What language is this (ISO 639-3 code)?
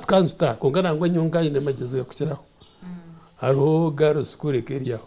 nyn